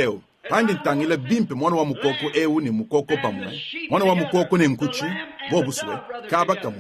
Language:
Luba-Lulua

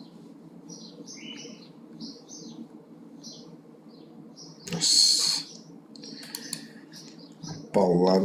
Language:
Portuguese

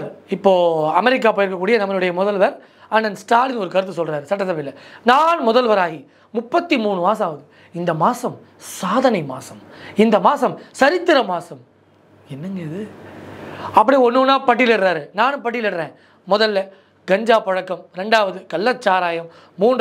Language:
Tamil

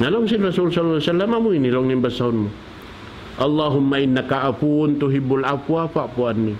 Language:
Tausug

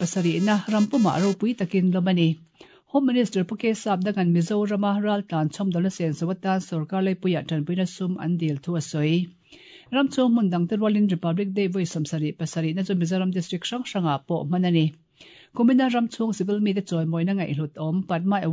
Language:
Mizo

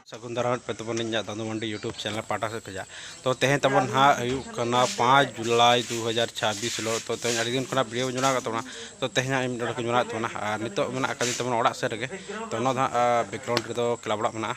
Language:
Santali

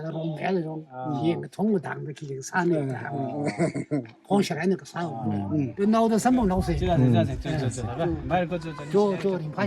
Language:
Tangkhul Naga (India)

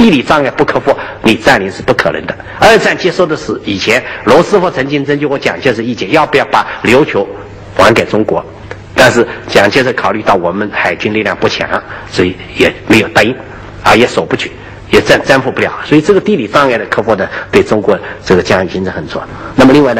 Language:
Chinese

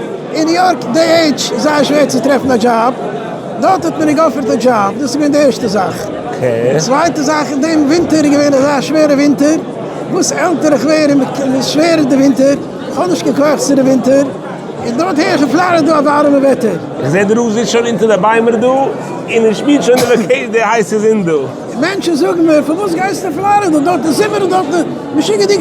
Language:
Yiddish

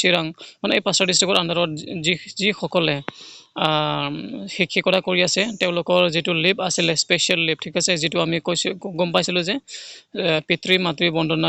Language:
Assamese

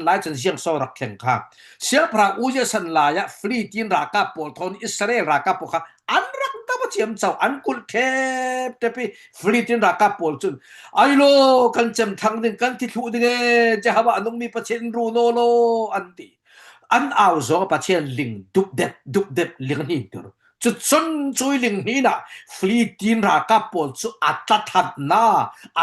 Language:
Falam Chin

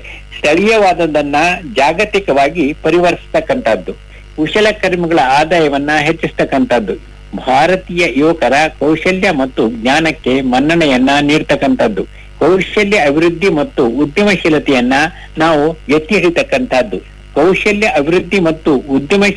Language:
Kannada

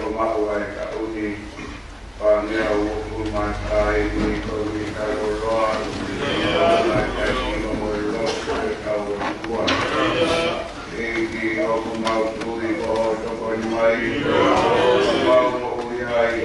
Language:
Tongan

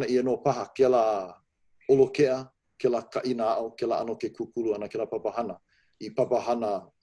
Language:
Hawaiian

